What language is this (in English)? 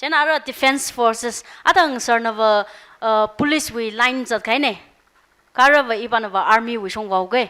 Tangkhul Naga (India)